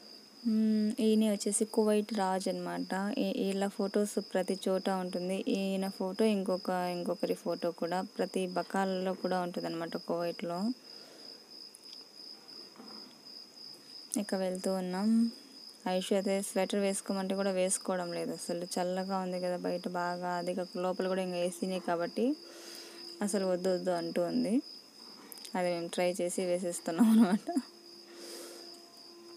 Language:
Telugu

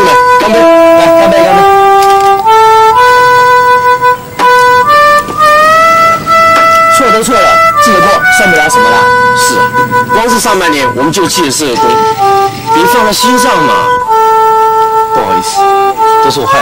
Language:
Chinese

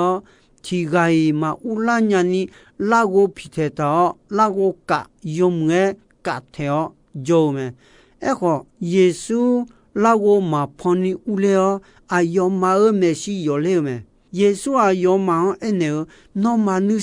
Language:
Akha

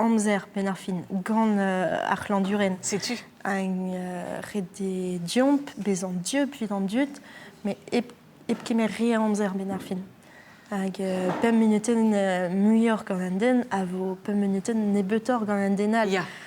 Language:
Breton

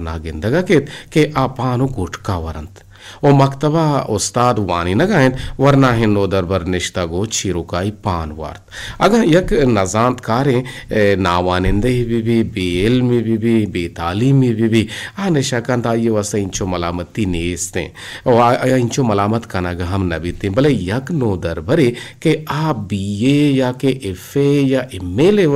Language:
Eastern Balochi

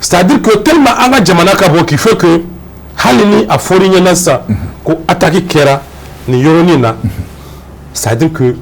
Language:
Bambara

